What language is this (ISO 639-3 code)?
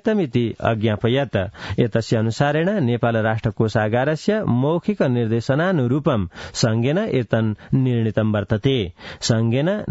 san